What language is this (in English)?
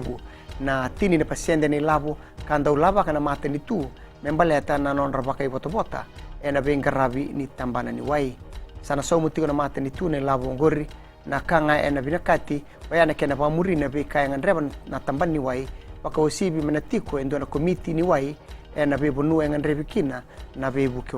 Fijian